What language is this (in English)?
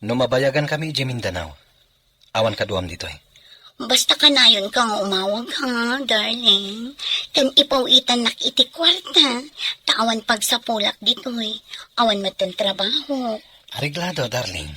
Iloko